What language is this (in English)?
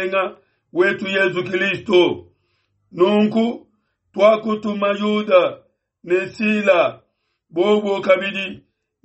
Luba-Lulua